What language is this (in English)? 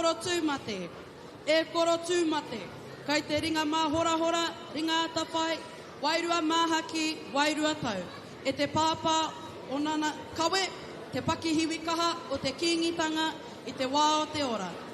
Māori